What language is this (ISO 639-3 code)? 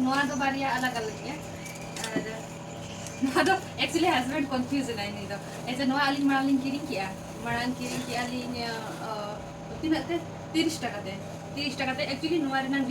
sat